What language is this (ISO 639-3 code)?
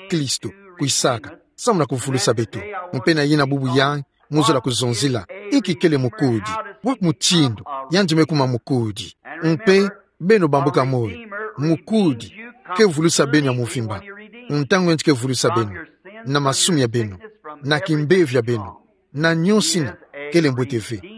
ktu